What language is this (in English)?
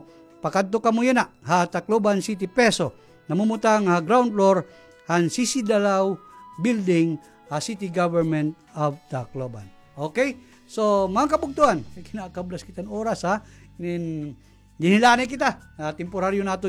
Waray